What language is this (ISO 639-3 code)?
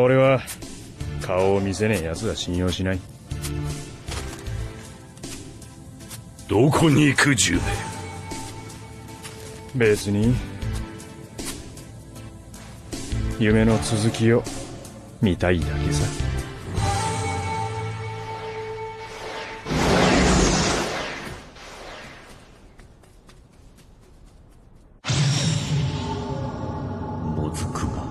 jpn